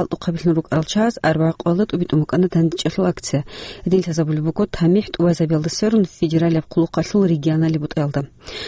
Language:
Avaric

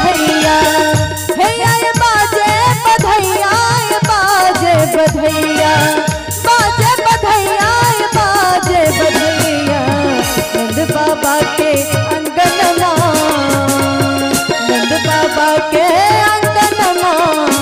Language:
Bhojpuri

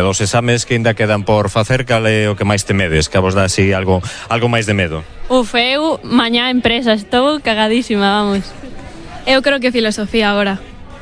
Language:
Galician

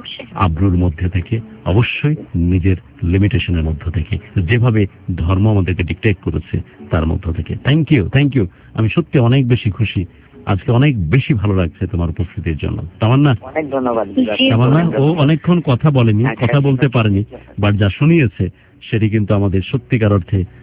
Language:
Bangla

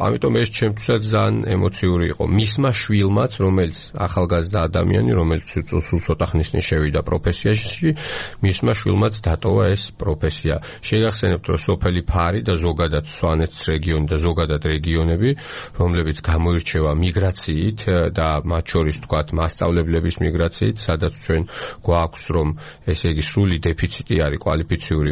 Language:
Georgian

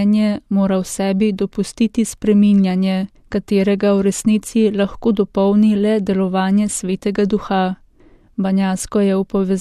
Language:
Slovenian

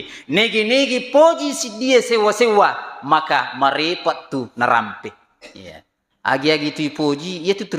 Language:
Buginese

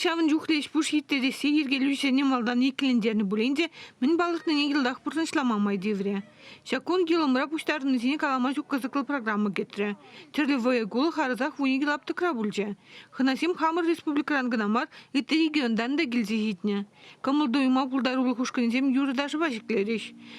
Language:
Chuvash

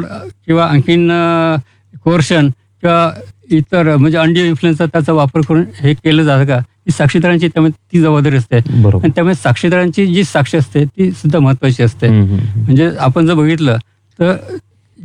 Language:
Marathi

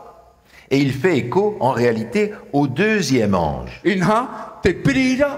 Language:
Tahitian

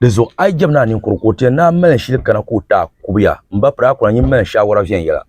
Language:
Dagbani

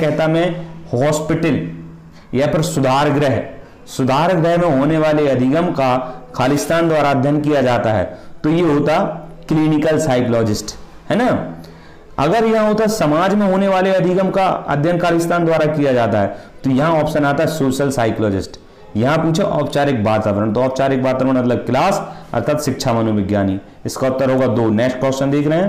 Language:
Hindi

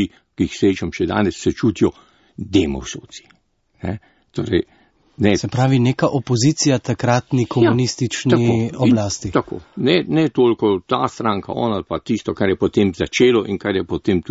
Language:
Slovenian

